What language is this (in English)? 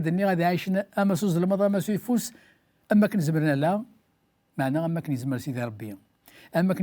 Kabyle